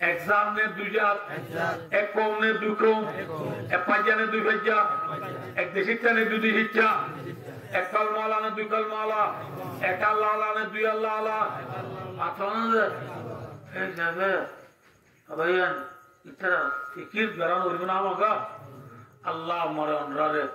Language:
Rohingya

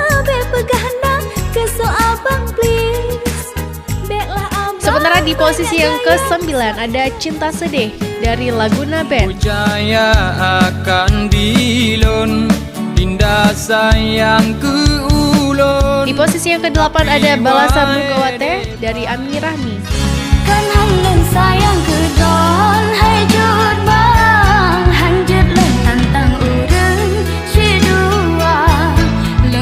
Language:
Achinese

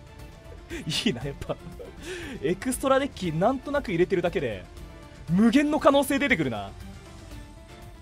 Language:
Japanese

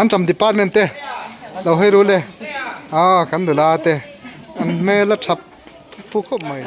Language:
Mizo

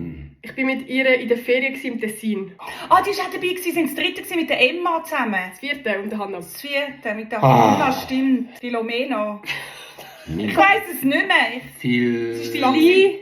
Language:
Swiss German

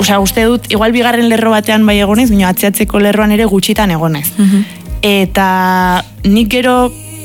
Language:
Basque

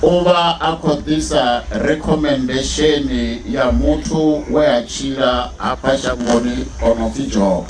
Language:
Venda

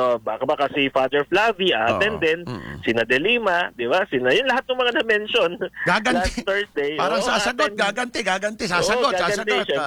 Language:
Filipino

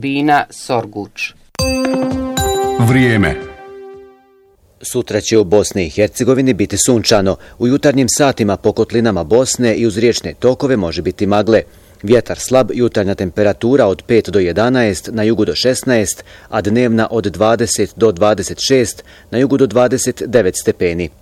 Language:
Bosnian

